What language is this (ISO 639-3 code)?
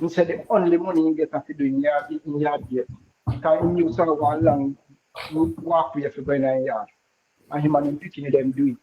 jam